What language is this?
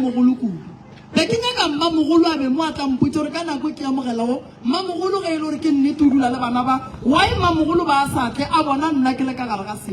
Northern Sotho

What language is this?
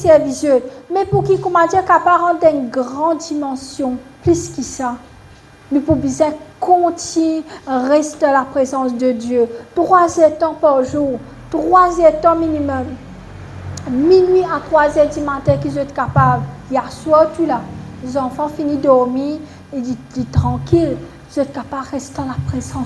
Morisyen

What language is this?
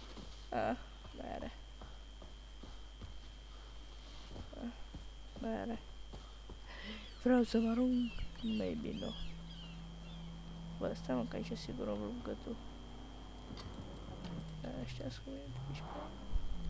Romanian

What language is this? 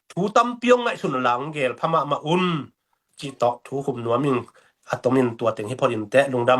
Tedim Chin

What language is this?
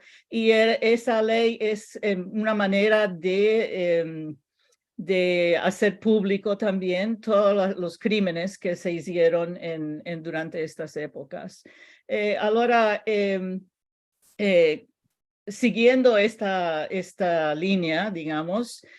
Ladino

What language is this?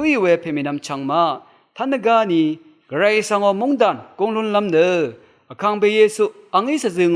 Rawang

